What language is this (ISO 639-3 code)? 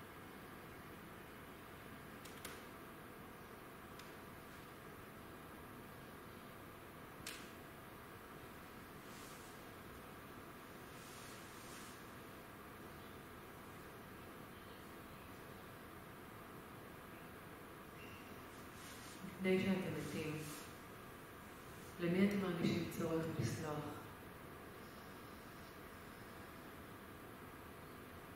heb